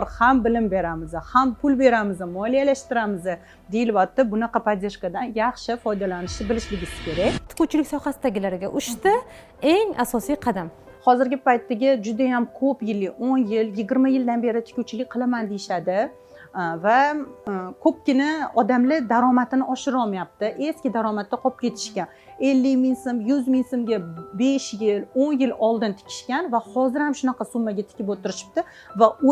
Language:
Uzbek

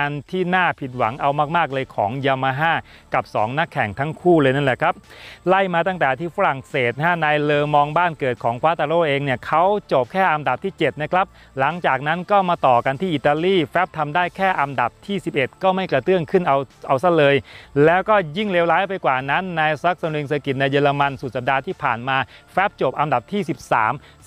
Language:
Thai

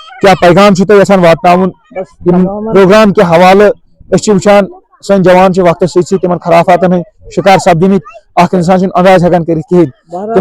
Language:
Kashmiri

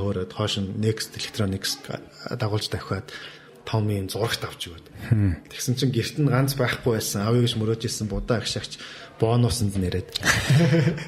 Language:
Mongolian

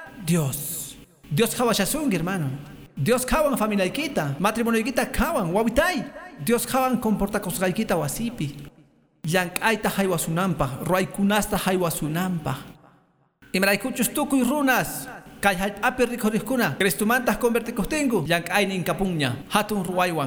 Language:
Quechua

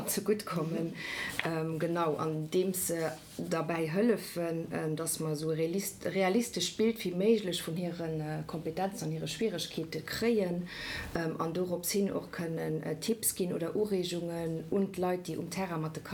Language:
Luxembourgish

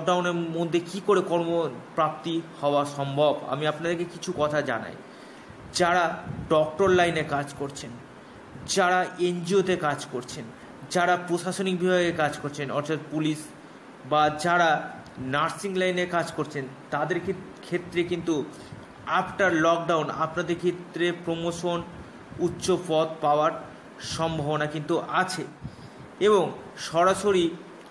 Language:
Bangla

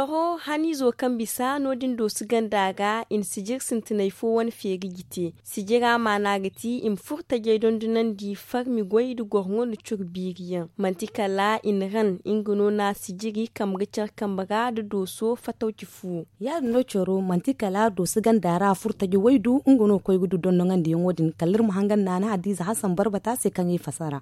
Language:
Zarma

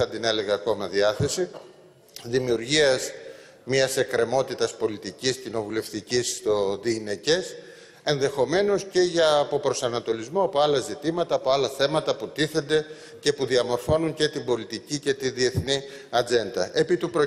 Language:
Greek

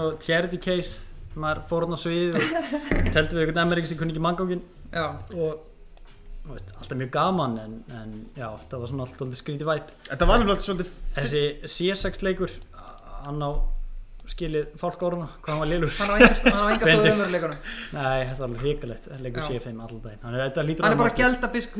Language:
Icelandic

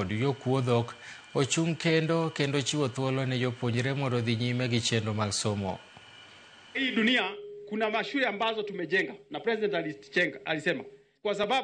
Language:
Luo (Kenya and Tanzania)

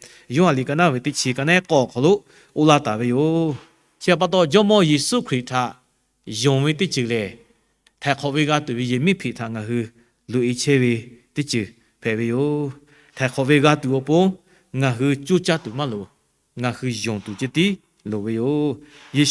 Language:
Lahu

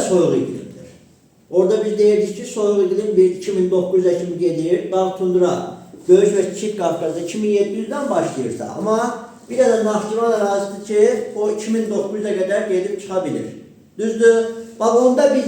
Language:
Azerbaijani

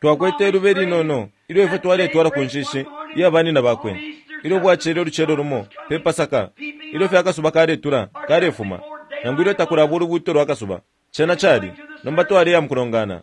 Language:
Bemba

